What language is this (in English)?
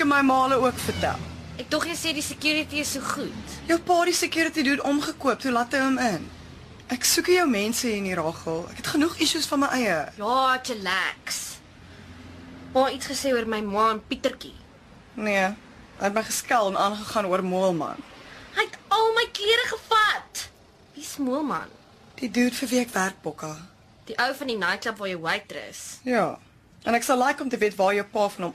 Afrikaans